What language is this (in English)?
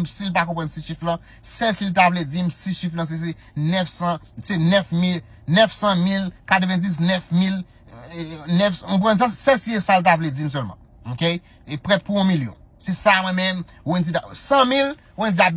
Haitian Creole